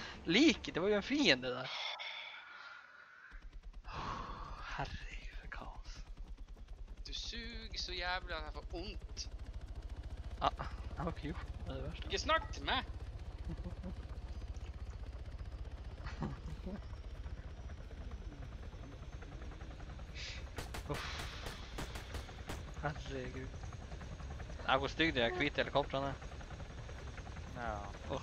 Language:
Norwegian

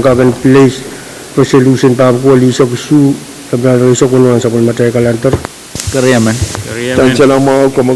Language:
Pohnpeian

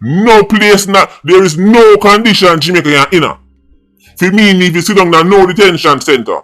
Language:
Jamaican Creole English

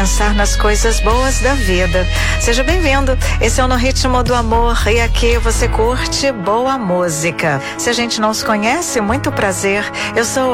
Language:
Portuguese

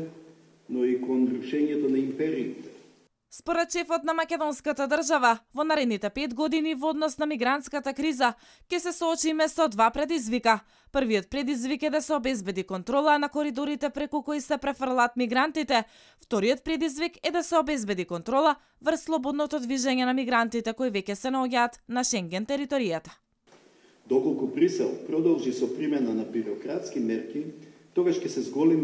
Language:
Macedonian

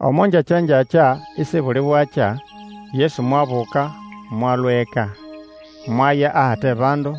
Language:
Nande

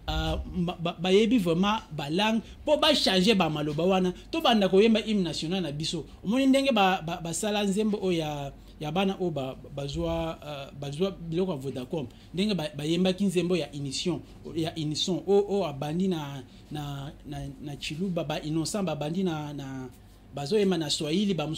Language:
Lingala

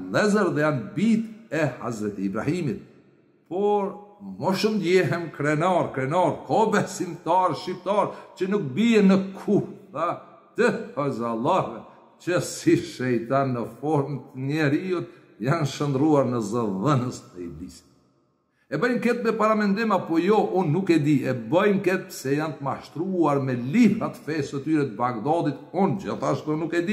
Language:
Albanian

